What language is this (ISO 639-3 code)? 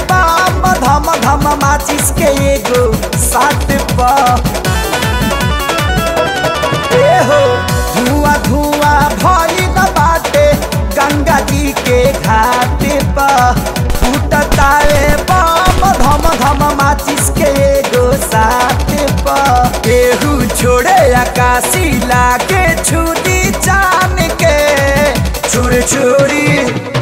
bho